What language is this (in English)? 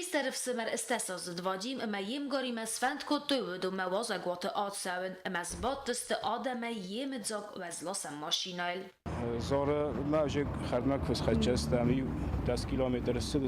Ossetic